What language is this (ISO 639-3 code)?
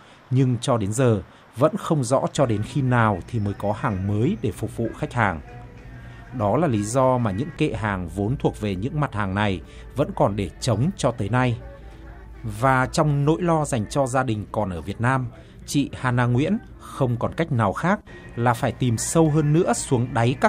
vie